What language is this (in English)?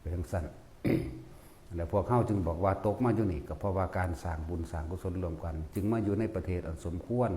Lao